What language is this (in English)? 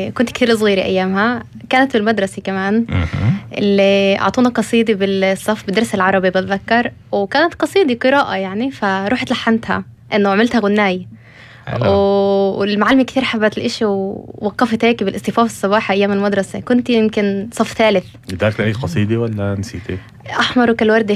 North Levantine Arabic